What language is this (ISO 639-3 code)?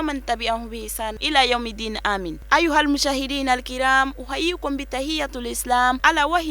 bam